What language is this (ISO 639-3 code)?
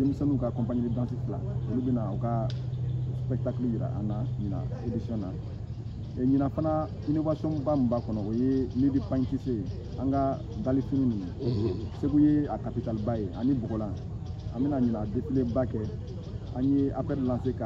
bam